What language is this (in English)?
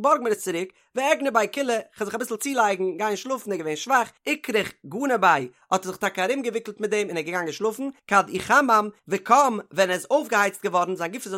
Yiddish